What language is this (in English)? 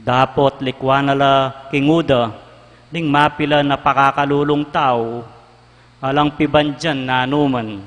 Pampanga